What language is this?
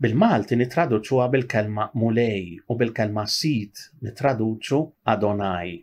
Maltese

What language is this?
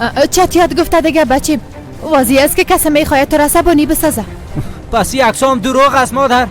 Persian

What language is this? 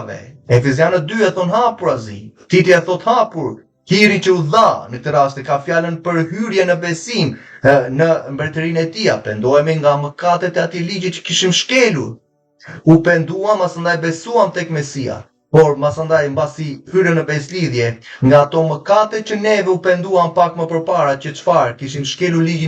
Albanian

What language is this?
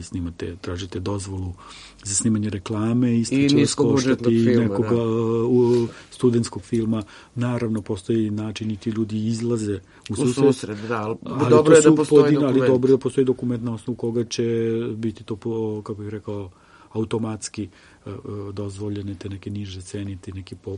Serbian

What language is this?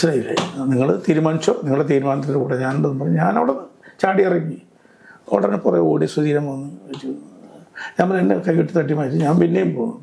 Malayalam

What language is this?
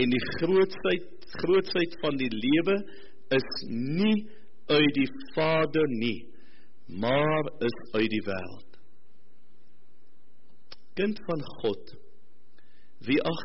Afrikaans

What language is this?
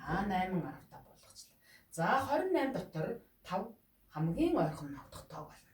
Mongolian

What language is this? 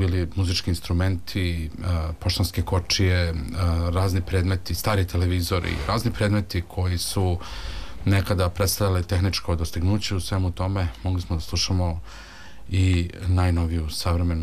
Serbian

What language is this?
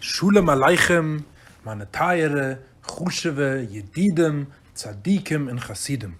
Yiddish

